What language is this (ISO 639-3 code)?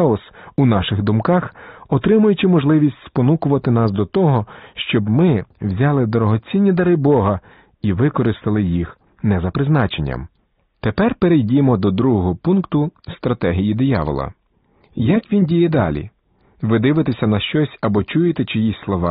ukr